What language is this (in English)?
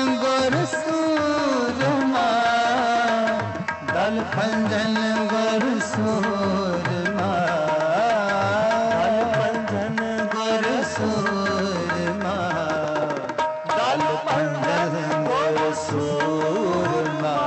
Punjabi